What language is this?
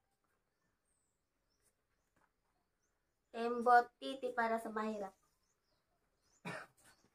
Filipino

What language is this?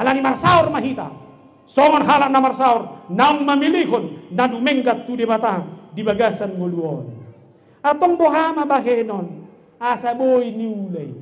Batak Toba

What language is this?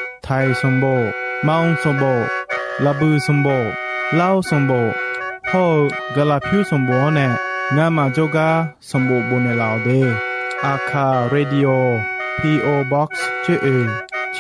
Akha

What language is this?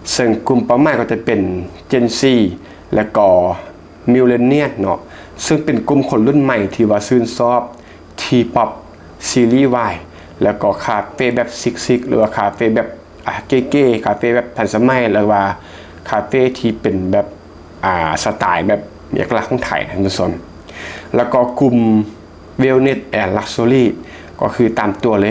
Lao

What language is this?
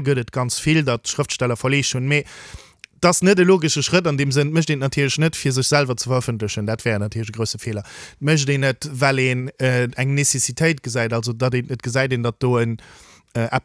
Luxembourgish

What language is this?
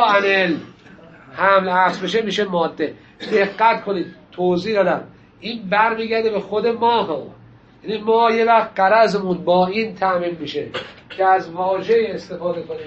Persian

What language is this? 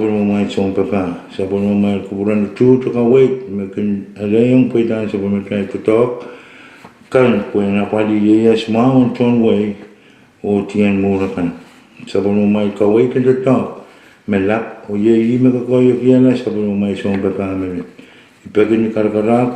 Pohnpeian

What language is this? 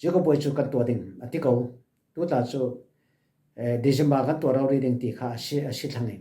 Falam Chin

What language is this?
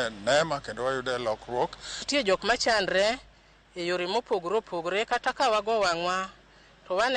Luo (Kenya and Tanzania)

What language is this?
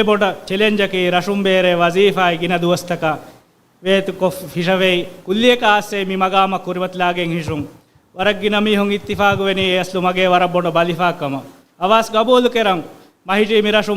Divehi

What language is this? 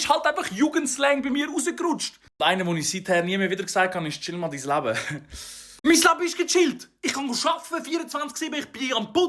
Swiss German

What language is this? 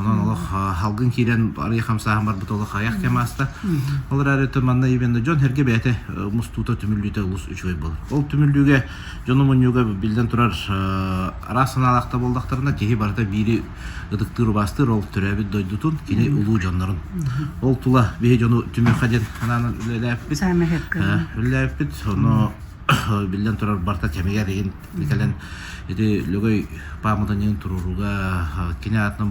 Yakut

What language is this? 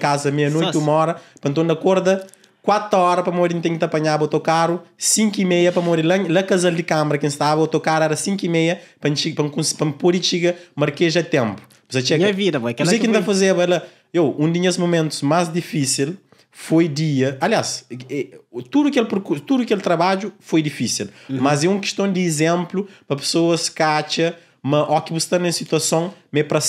Kabuverdianu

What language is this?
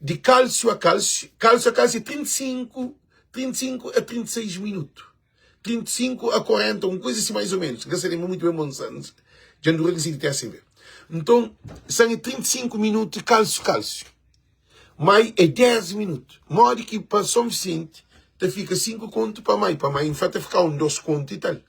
Kabuverdianu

